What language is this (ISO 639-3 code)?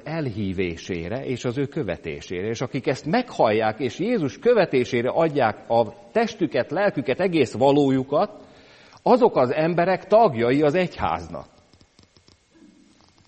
hun